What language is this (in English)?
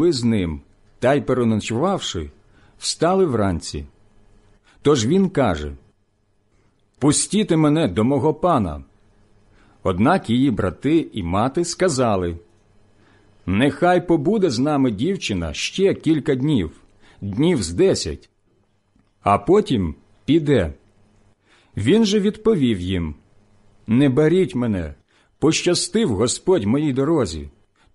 Ukrainian